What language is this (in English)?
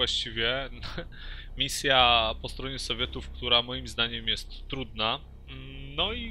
Polish